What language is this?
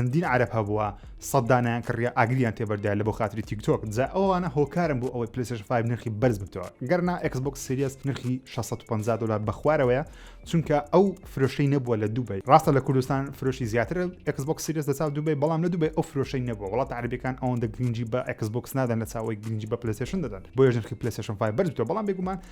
Central Kurdish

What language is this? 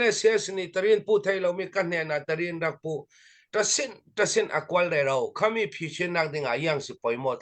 Hakha Chin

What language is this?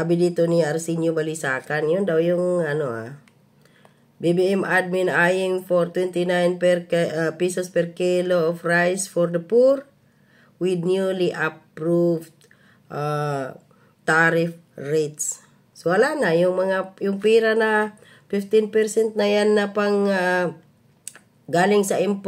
Filipino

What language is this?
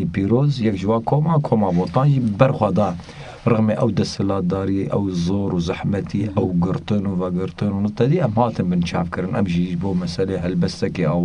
Kurdish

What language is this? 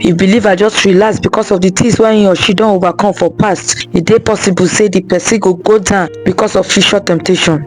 Nigerian Pidgin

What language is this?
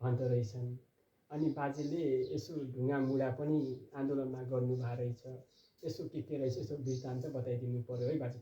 Nepali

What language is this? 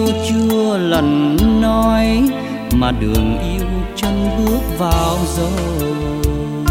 Vietnamese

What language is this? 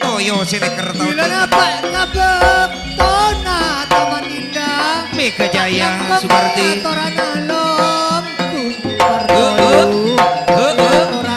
Madurese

